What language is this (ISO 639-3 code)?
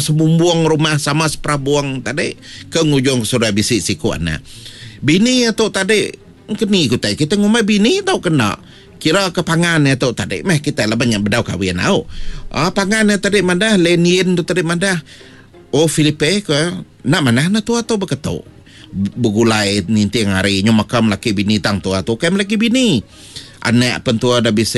iba